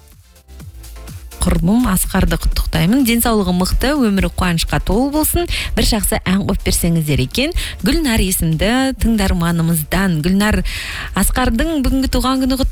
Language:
Kazakh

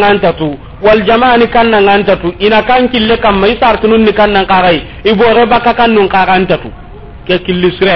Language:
Soninke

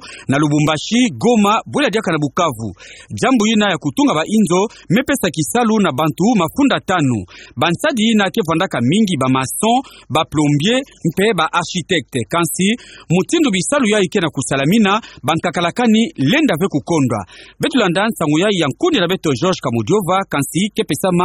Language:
Kituba (Democratic Republic of Congo)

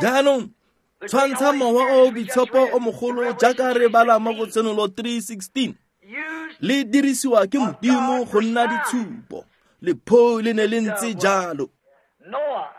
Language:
Tswana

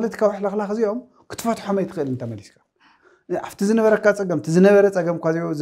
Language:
Tigrinya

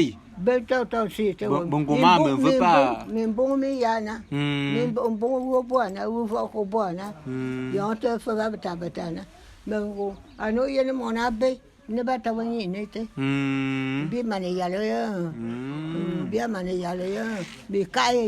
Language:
Bulu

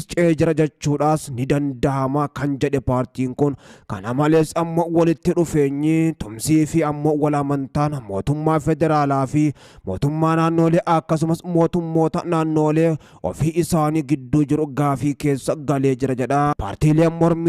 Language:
Oromo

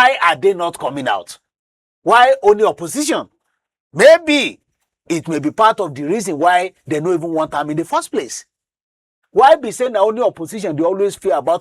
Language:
Nigerian Pidgin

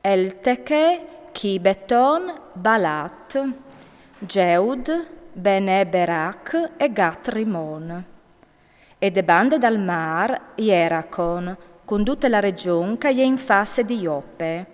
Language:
Friulian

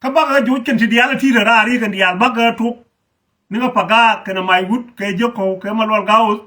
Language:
Nuer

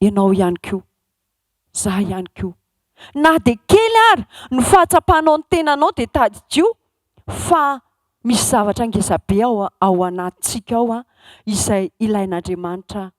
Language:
Malagasy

